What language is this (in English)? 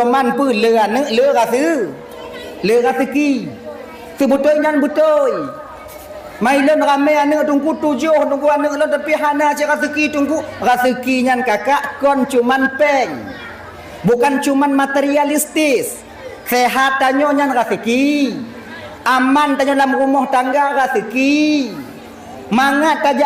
Achinese